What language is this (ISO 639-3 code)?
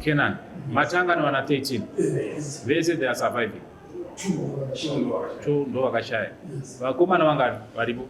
sna